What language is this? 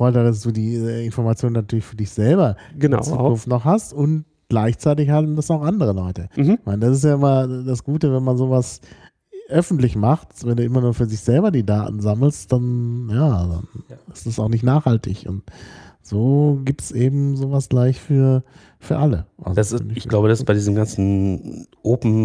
German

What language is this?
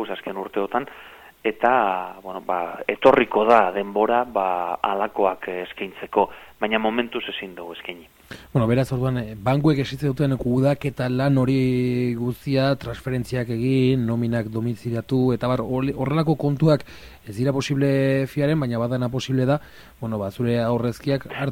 Basque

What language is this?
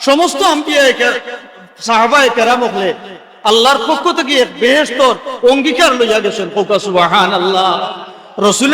Sylheti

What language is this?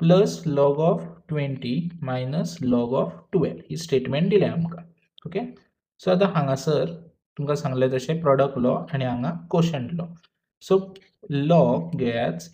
Konkani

